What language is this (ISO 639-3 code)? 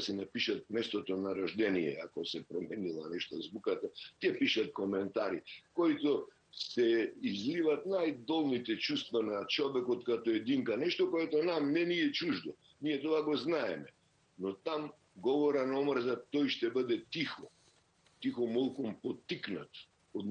bul